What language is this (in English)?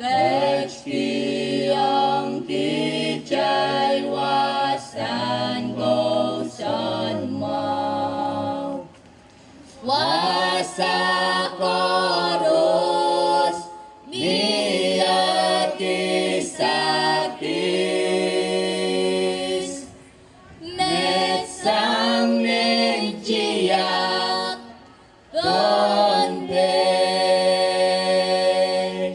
Pohnpeian